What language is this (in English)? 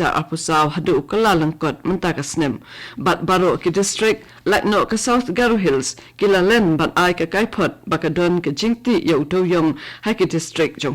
Khasi